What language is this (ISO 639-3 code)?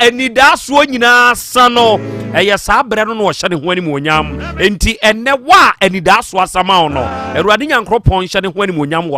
aka